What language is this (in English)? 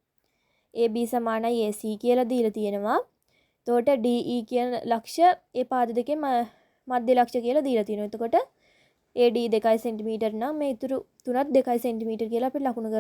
Sinhala